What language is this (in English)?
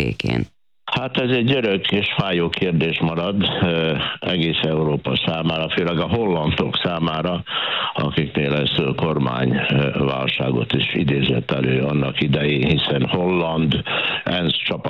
Hungarian